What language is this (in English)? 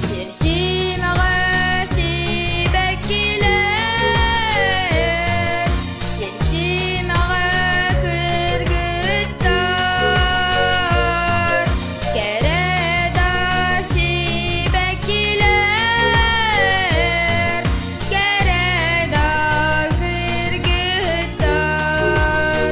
Yakut